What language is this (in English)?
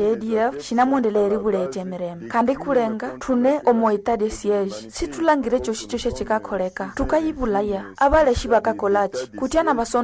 Nande